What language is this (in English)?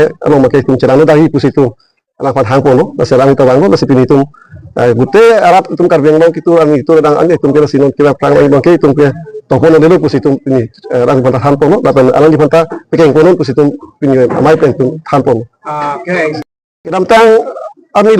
Karbi